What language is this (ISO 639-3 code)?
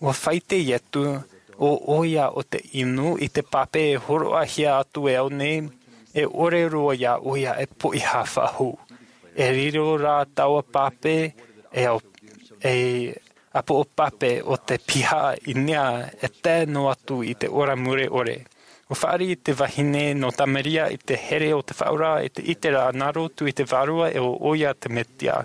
tah